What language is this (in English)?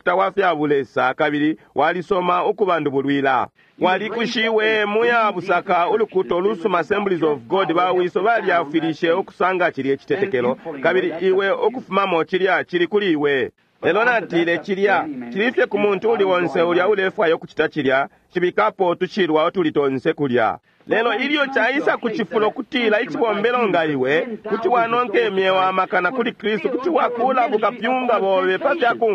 Bemba